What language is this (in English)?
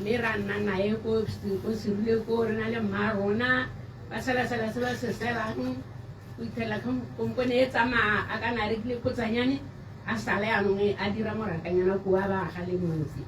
Tswana